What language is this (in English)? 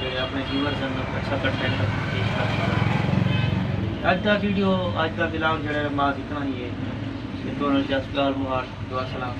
Saraiki